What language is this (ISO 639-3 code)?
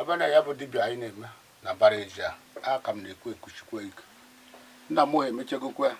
ibo